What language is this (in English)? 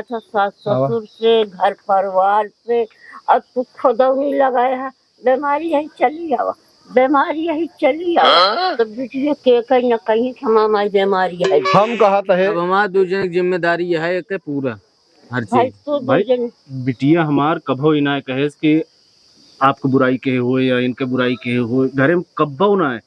Awadhi